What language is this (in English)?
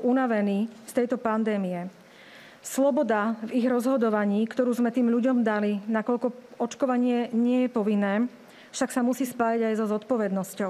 Slovak